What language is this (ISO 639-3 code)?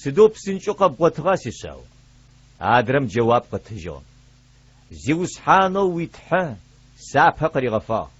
ady